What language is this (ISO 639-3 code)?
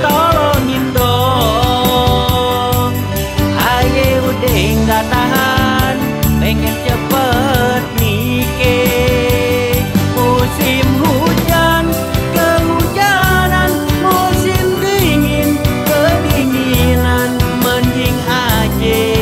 bew